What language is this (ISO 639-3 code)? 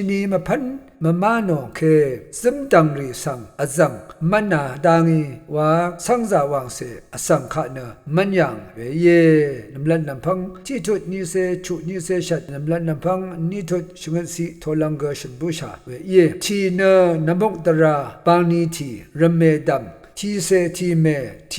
raw